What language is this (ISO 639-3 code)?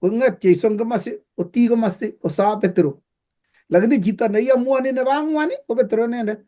kln